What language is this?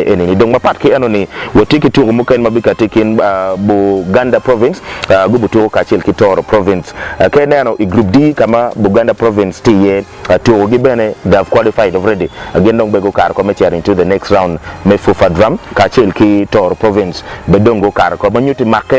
Acoli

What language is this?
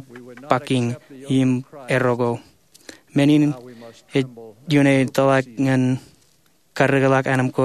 Marshallese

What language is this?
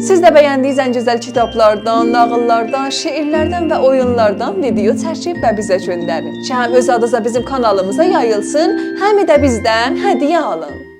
South Azerbaijani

